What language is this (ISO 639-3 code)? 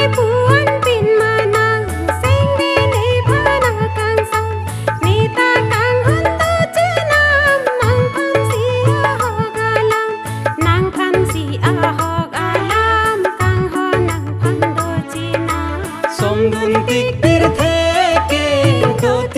mjw